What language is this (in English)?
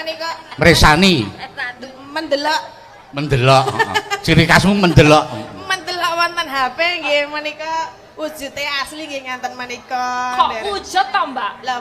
Javanese